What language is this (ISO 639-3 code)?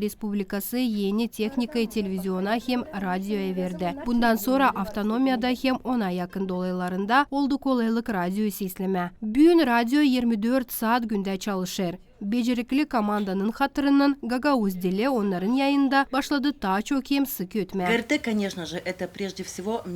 gag